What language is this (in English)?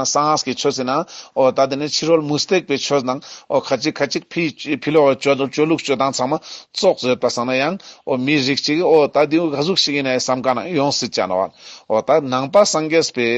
Ladakhi